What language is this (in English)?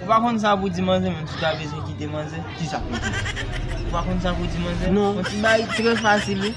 Haitian Creole